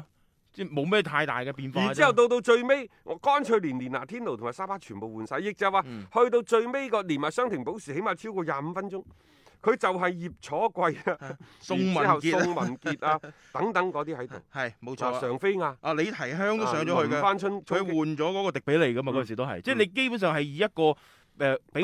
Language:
Cantonese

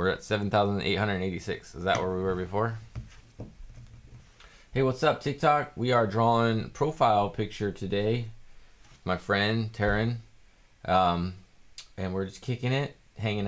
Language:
English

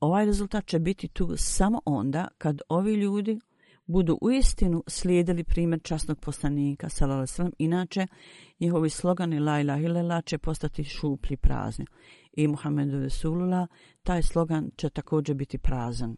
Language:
Bosnian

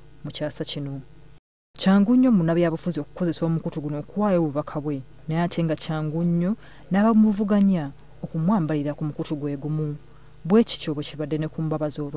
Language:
Ganda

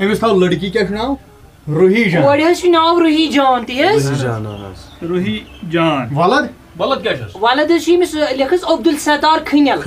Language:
Kashmiri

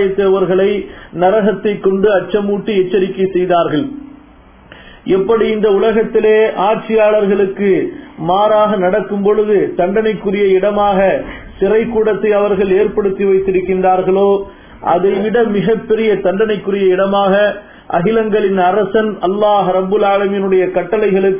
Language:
Tamil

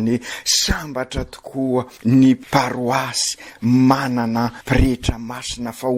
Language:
Malagasy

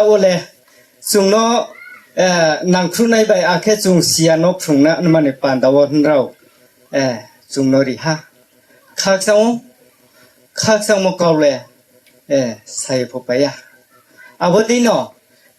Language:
Riang (India)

